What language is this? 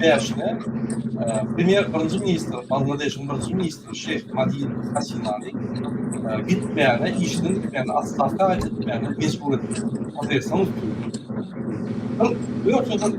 Turkmen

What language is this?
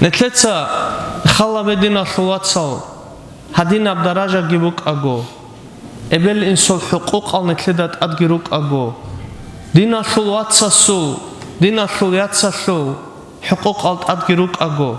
Avaric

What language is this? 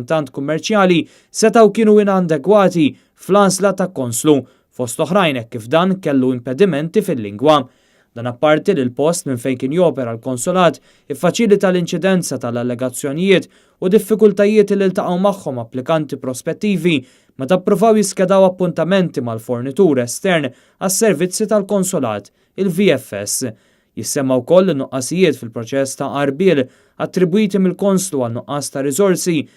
Maltese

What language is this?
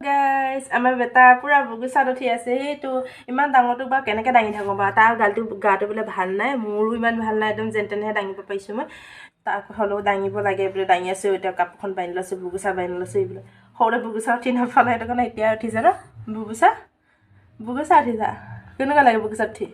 Assamese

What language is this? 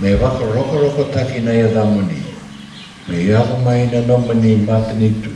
Fijian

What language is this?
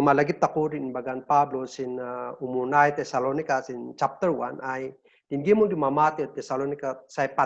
Kankanaey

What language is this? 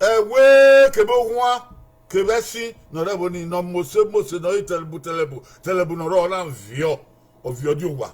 Bini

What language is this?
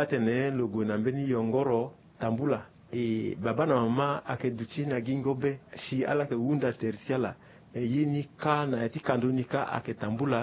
Sango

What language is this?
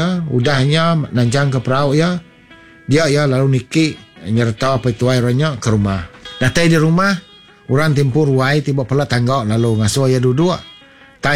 Iban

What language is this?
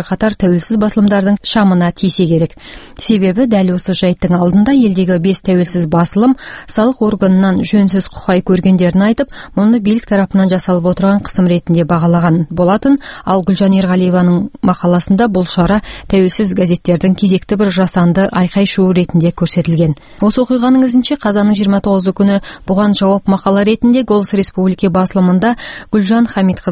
Kazakh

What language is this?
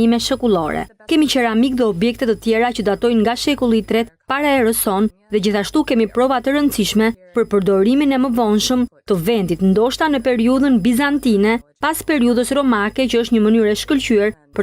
Albanian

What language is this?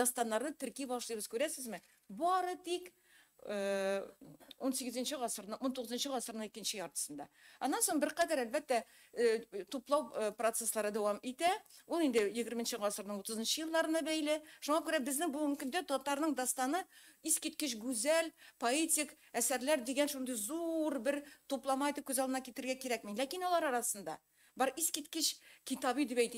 Tatar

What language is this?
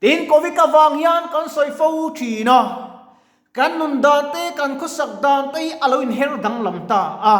Mizo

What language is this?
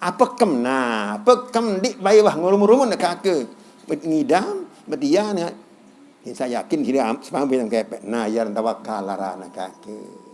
Sasak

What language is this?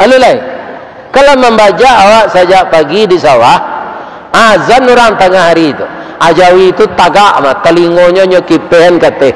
Minangkabau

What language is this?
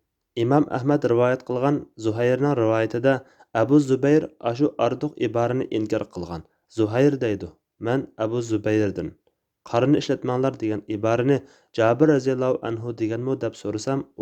Uyghur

